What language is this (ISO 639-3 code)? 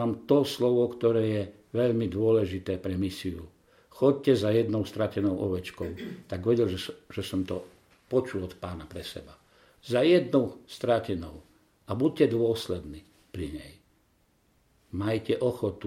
slk